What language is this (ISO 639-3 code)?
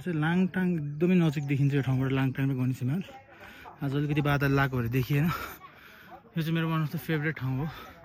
nep